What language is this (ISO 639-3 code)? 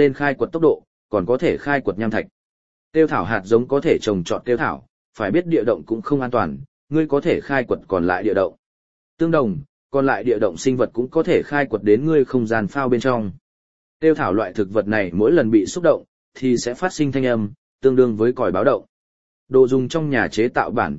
vie